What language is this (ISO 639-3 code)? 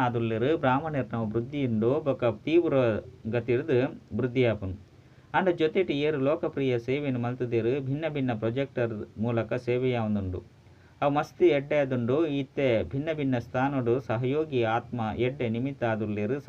tcy